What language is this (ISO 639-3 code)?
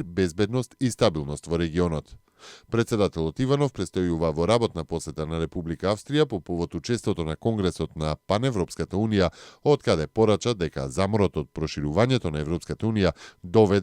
mkd